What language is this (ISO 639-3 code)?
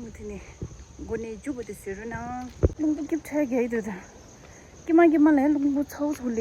bod